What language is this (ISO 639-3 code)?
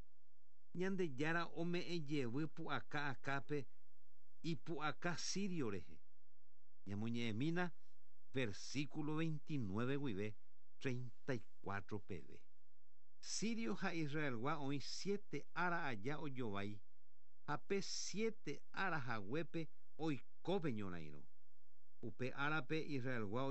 grn